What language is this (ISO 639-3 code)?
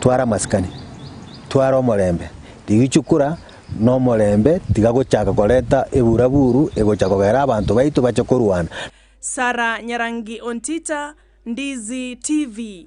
guz